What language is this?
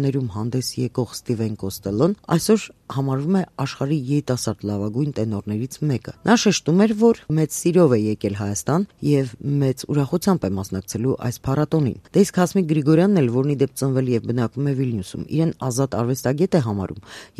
Armenian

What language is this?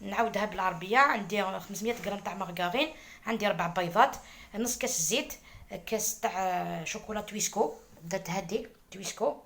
Algerian Arabic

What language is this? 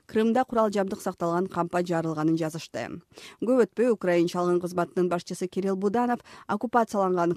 Kyrgyz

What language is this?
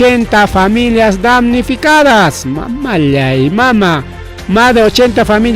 Ayacucho Quechua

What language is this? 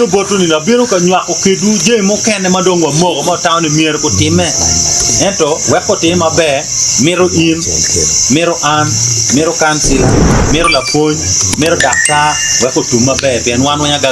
Acoli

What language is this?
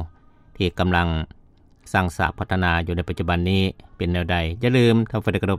Lao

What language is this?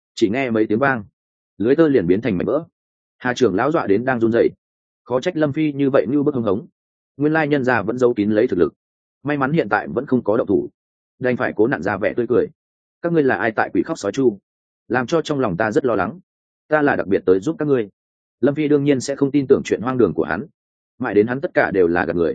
Vietnamese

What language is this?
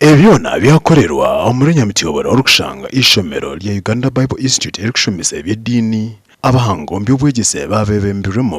Nyankole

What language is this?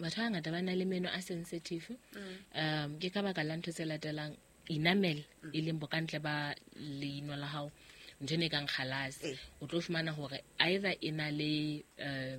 Southern Sotho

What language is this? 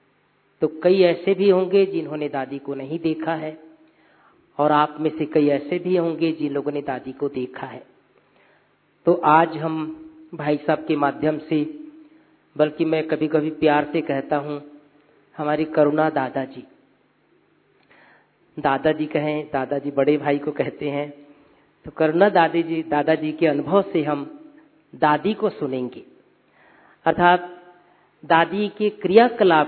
Hindi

